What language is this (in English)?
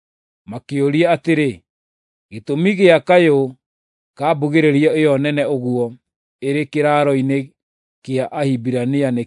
Kikuyu